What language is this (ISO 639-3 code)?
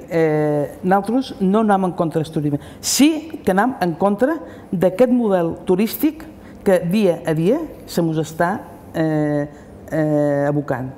cat